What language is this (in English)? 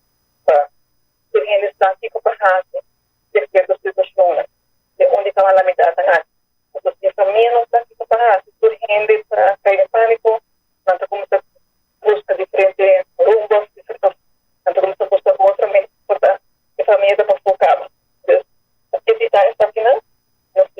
Papiamento